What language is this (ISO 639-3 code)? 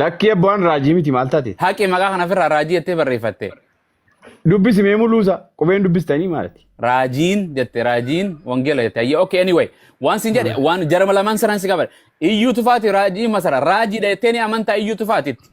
orm